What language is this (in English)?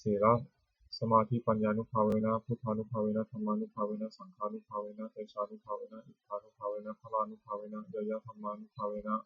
Pali